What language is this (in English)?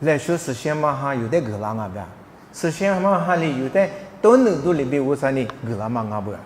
Lisu